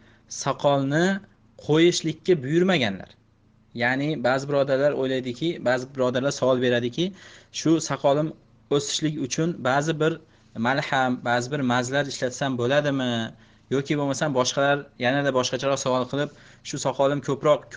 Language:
Uzbek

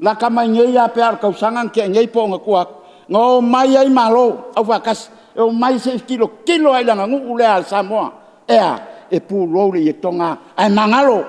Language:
Samoan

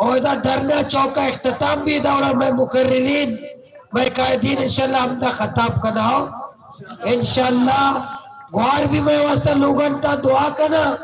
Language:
Baluchi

